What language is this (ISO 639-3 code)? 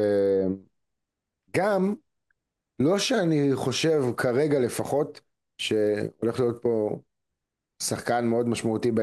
heb